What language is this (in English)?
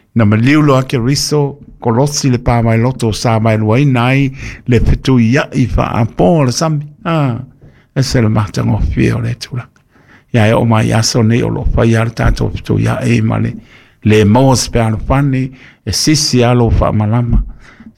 Samoan